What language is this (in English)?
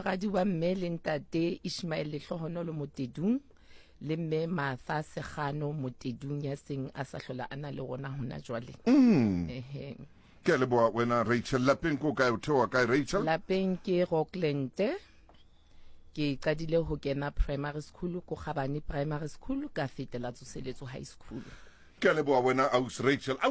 Southern Sotho